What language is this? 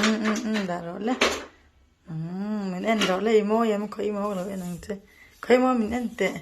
Mizo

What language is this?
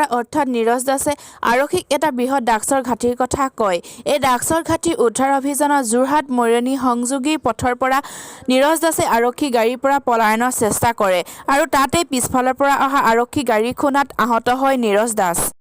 Assamese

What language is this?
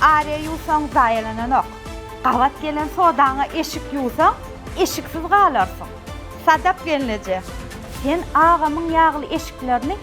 Turkmen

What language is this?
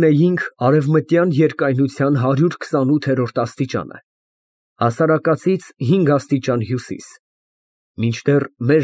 Armenian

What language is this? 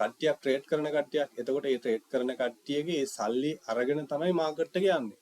Sinhala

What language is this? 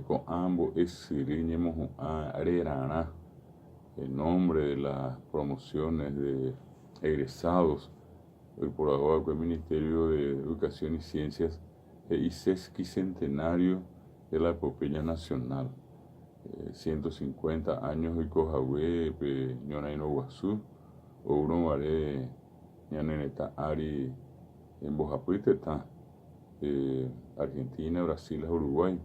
Guarani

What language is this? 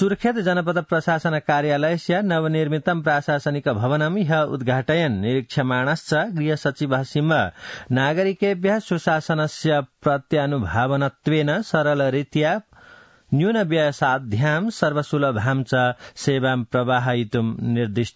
Sanskrit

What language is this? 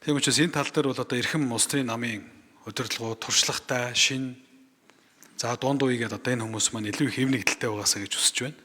Mongolian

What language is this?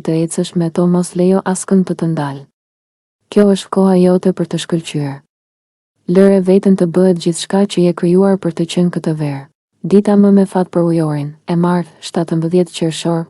Albanian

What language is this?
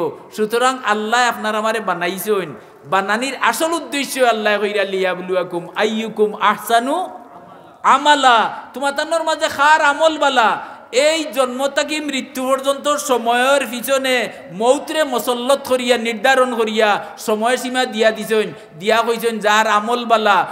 Sylheti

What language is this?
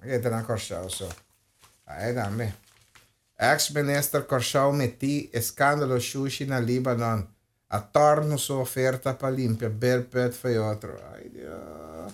Papiamento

